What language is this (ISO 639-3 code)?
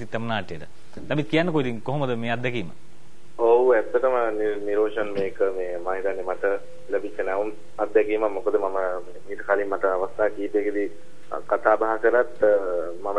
sin